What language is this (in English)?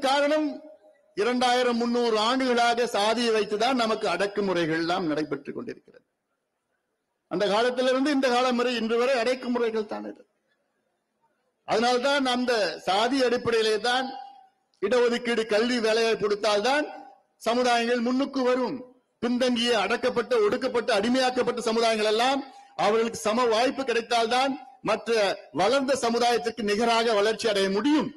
Tamil